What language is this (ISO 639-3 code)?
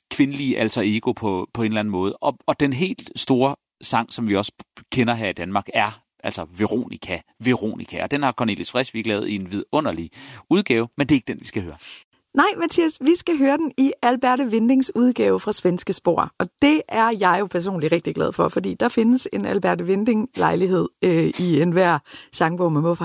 dan